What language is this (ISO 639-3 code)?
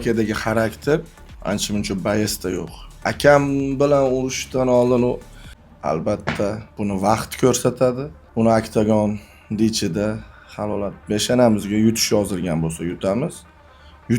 uzb